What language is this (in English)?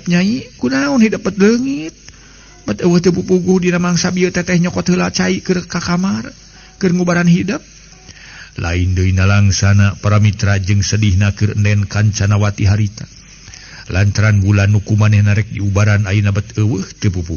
Sundanese